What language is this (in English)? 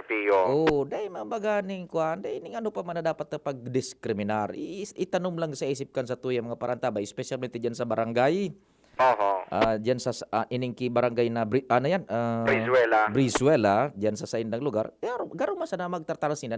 Bikol